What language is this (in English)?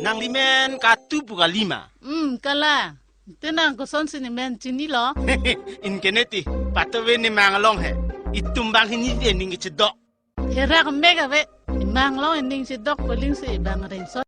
Karbi